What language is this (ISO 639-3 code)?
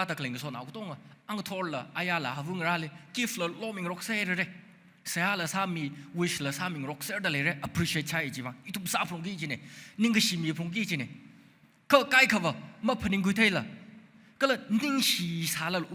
nmf